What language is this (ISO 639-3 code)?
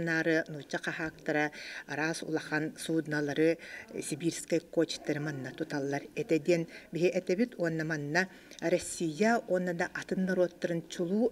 sah